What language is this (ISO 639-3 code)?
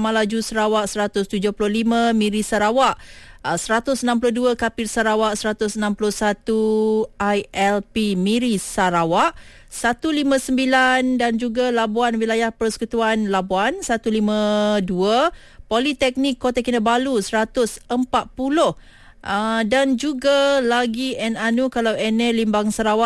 msa